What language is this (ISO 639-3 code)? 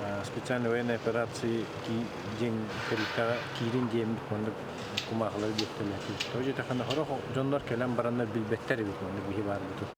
sah